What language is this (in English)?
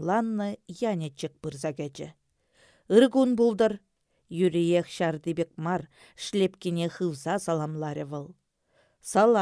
Chuvash